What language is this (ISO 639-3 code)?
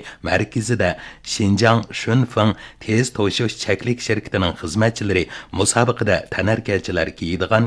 uig